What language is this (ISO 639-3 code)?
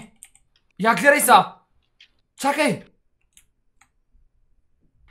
bul